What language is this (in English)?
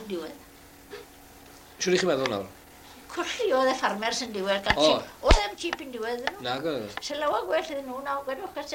Welsh